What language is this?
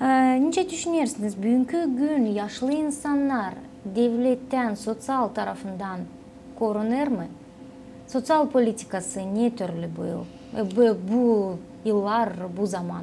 Gagauz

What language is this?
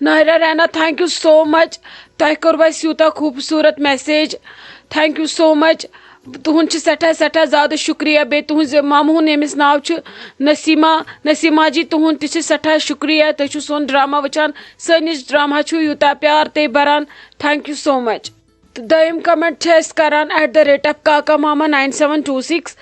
Kashmiri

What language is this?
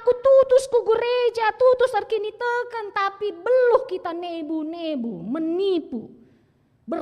Batak Karo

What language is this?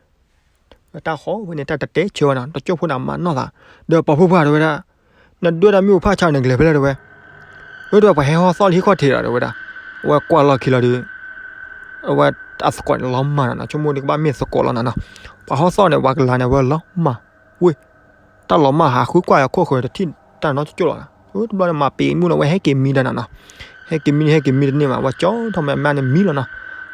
S'gaw Karen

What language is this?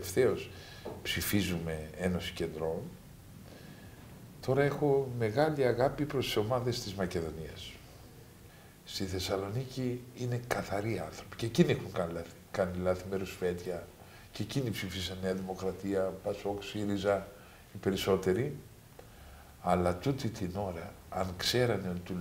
Greek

